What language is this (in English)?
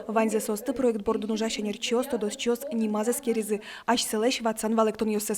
Udmurt